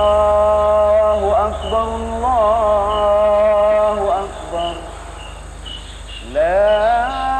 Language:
Malay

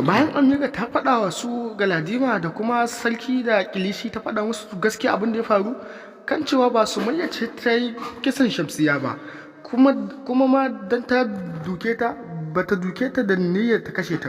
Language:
Hausa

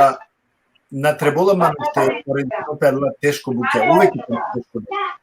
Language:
Balkan Romani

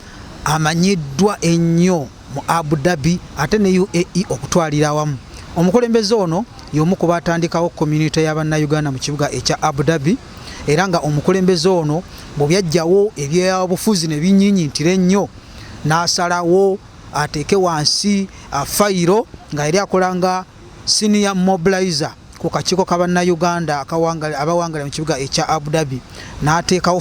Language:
Ganda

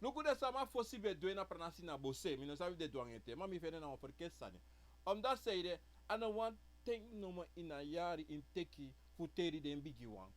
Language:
Sranan Tongo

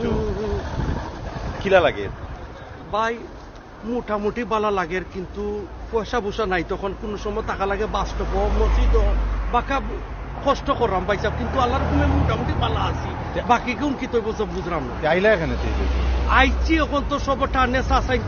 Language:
Sylheti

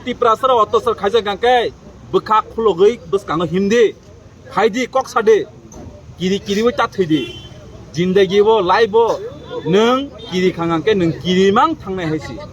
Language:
Kok Borok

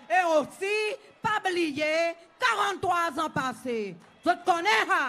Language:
Seselwa Creole French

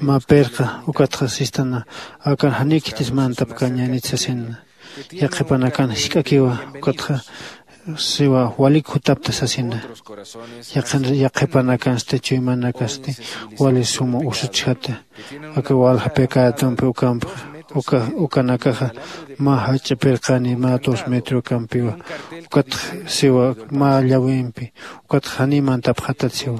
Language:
Aymara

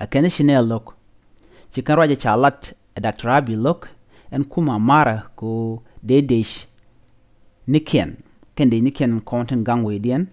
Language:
Nuer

